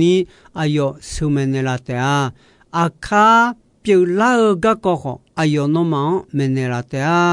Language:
Akha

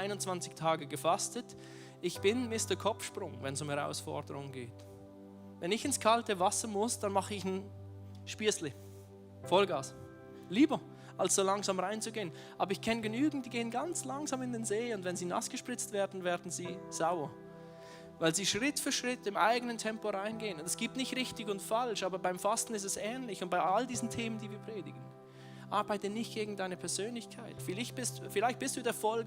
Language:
Swiss German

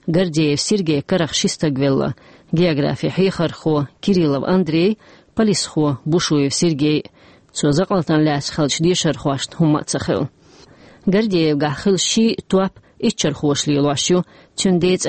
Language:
Chechen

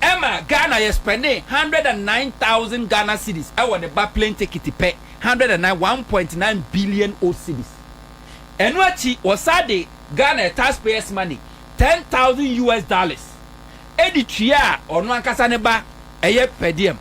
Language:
Akan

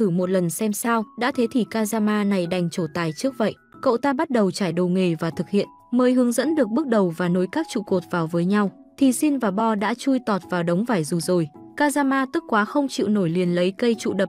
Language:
Vietnamese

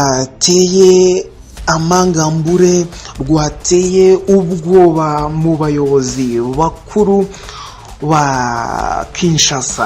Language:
Kinyarwanda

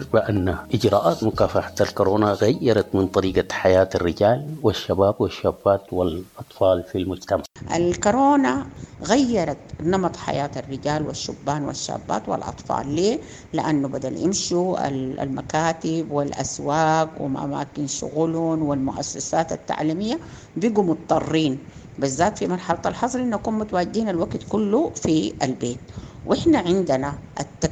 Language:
Sudanese Arabic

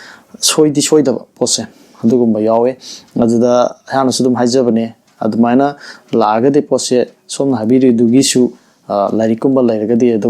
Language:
Manipuri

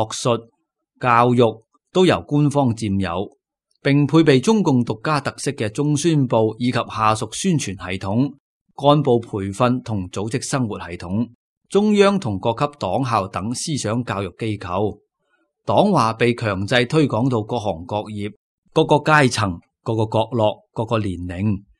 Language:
Cantonese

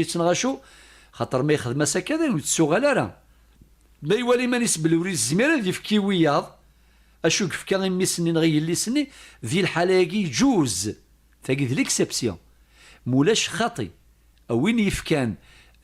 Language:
Kabyle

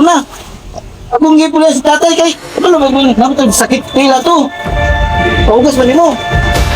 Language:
Cebuano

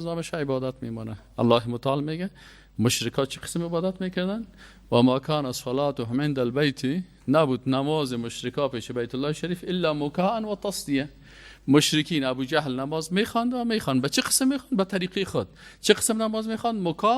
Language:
Persian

